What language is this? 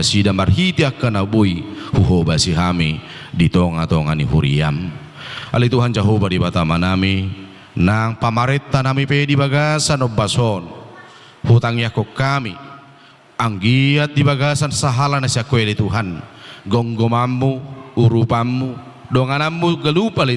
Batak Toba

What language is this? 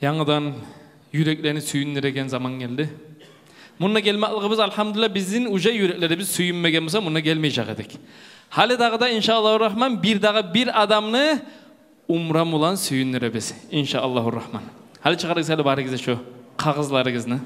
Kumyk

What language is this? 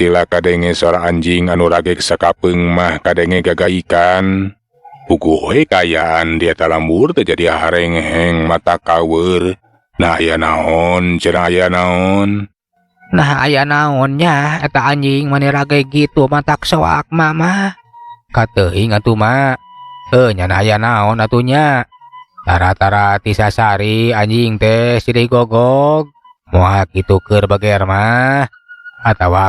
Sundanese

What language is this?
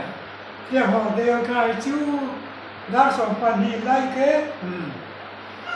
Riang (India)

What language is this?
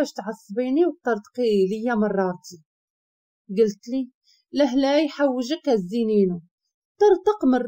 Moroccan Arabic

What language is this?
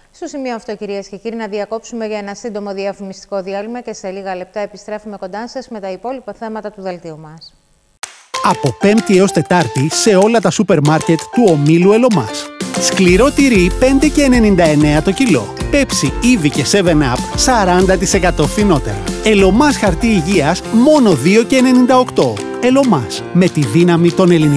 Greek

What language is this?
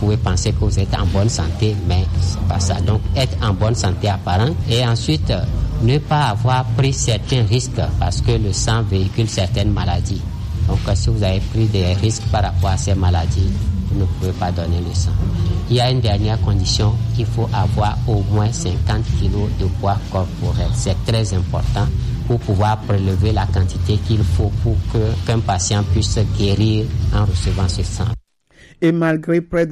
French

